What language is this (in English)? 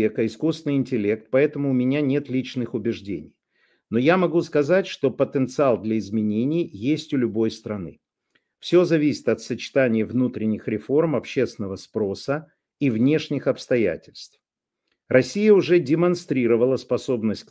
Russian